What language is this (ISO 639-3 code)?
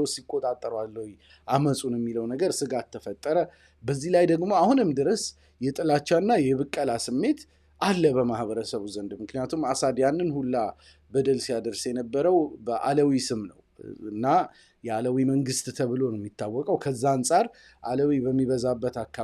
amh